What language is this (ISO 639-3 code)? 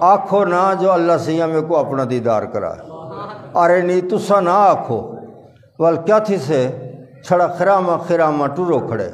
skr